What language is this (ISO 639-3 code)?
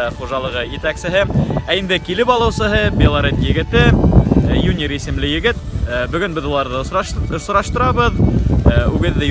bak